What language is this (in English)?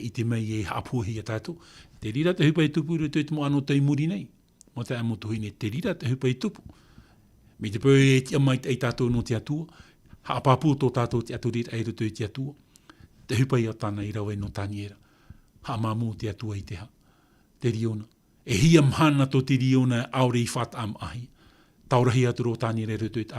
Tahitian